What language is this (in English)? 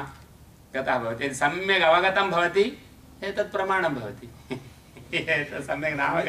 Sanskrit